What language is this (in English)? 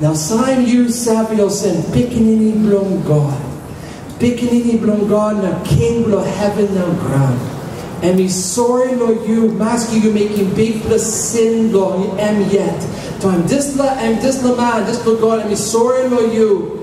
Tok Pisin